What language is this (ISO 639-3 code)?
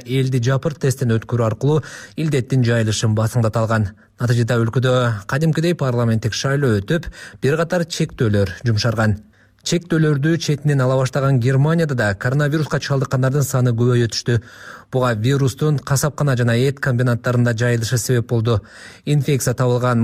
kir